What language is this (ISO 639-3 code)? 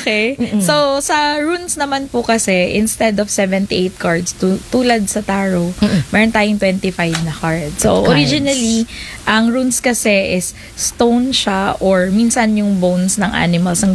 fil